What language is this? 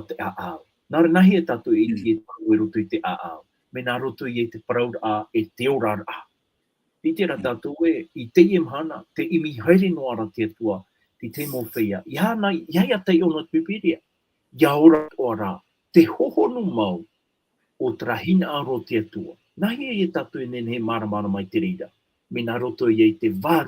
Tahitian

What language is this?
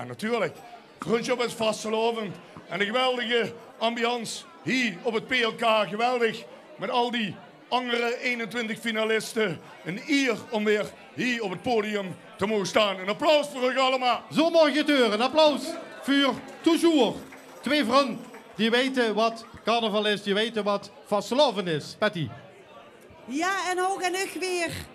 Limburgish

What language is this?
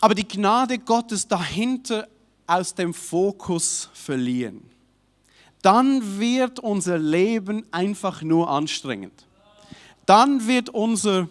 Swiss German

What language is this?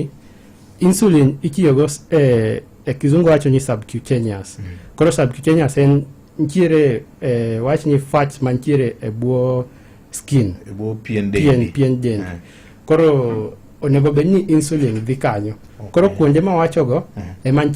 Luo (Kenya and Tanzania)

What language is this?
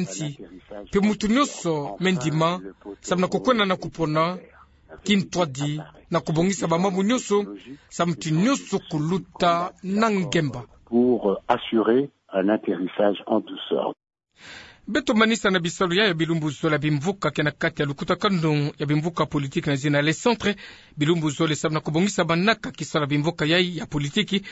Kituba (Democratic Republic of Congo)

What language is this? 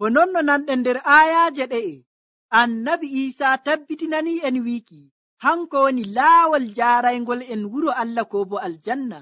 Nigerian Fulfulde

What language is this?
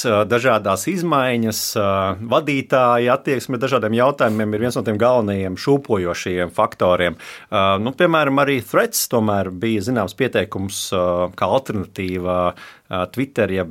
Latvian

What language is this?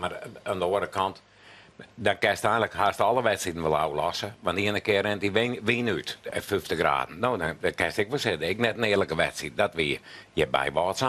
Western Frisian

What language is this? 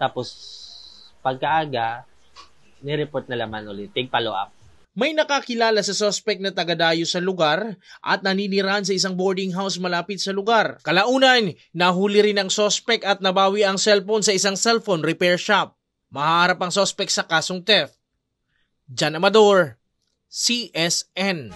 Bikol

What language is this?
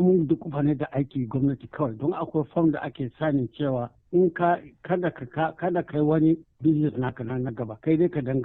Hausa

